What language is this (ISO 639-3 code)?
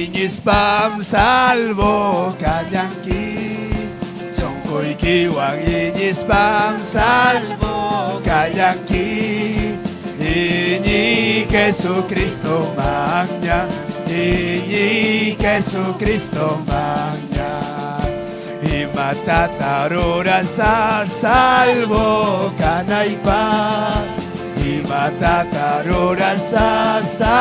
quy